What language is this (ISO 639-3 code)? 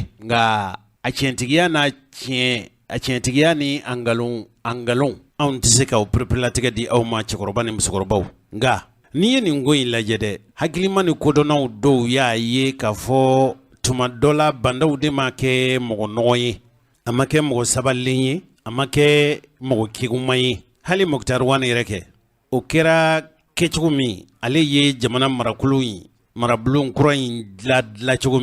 bam